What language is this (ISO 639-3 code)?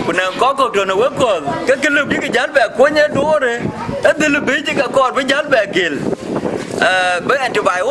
din